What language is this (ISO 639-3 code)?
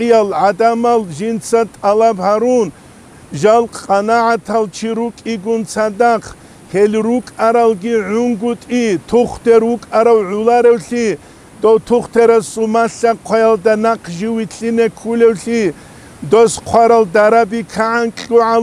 ava